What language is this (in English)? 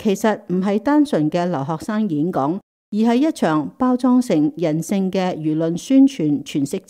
Cantonese